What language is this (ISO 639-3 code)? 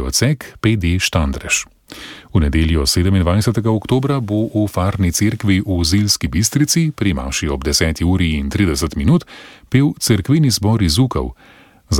slv